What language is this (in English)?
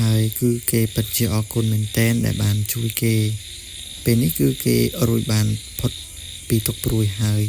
Khmer